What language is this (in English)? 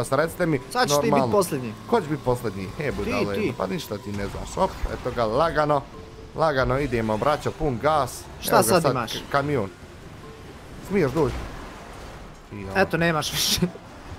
Bosnian